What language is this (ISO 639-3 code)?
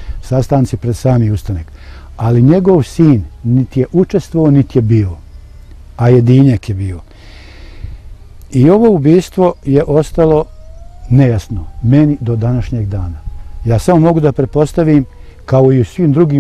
bos